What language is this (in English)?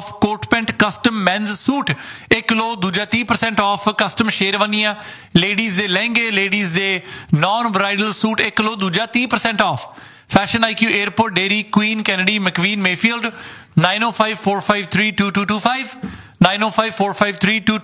Punjabi